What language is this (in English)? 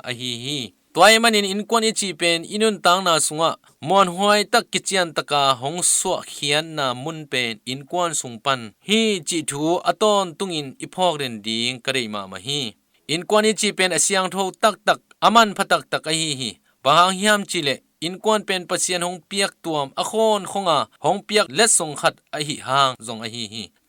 Tedim Chin